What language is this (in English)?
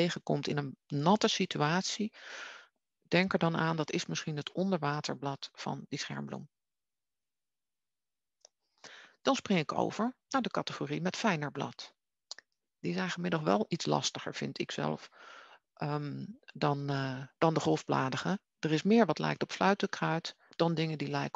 Dutch